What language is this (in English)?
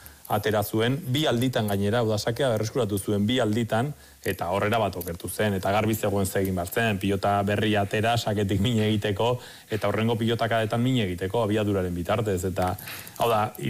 Basque